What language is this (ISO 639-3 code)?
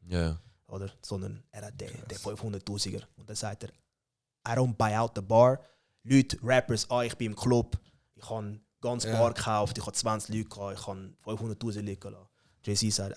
gsw